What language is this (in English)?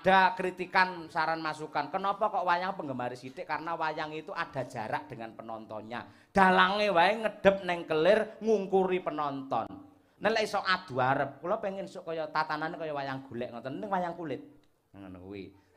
Javanese